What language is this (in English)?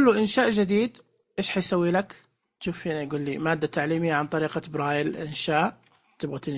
Najdi Arabic